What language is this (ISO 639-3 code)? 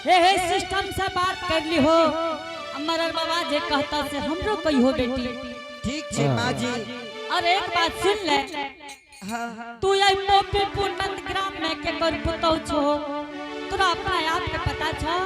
anp